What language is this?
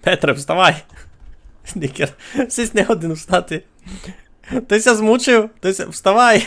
Rusyn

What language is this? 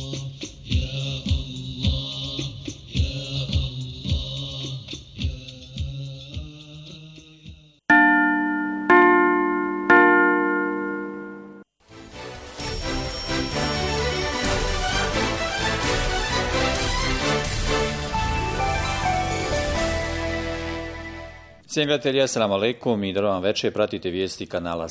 Bosnian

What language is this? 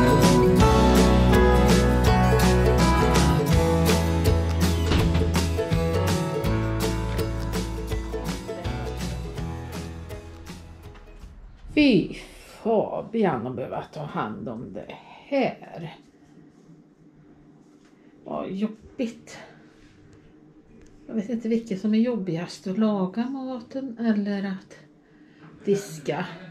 Swedish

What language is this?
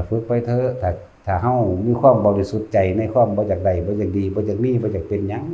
Northeastern Thai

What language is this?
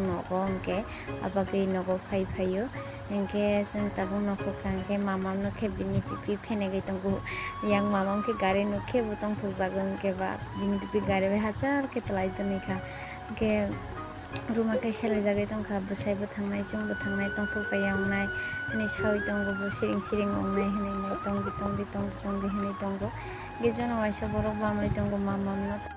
Kok Borok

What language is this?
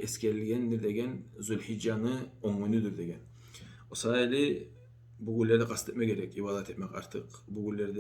Kumyk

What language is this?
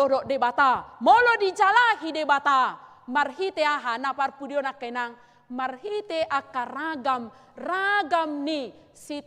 Batak Toba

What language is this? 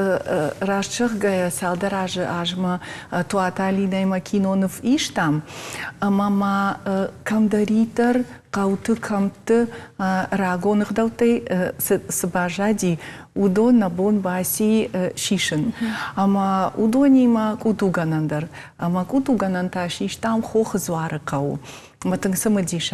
Ossetic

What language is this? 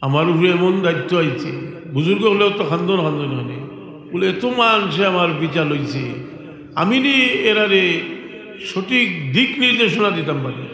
Sylheti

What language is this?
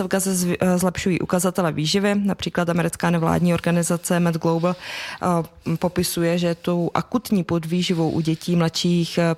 Czech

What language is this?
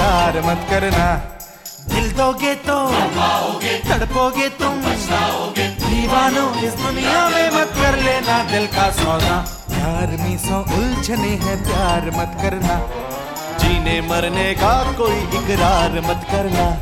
Hindi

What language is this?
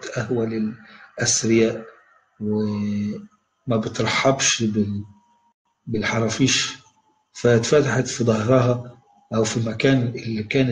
Egyptian Arabic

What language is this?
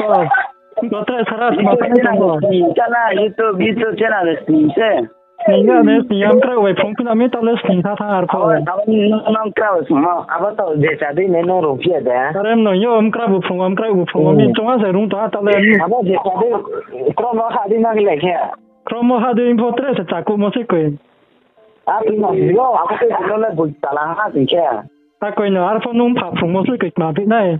Riang (India)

